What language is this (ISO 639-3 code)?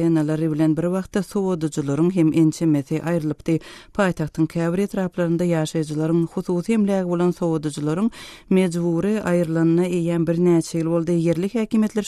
tuk